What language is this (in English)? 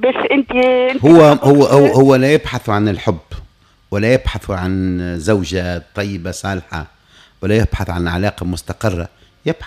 Tunisian Arabic